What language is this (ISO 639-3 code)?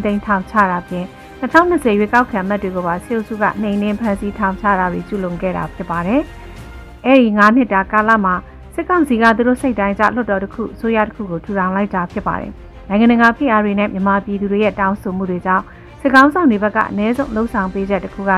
mya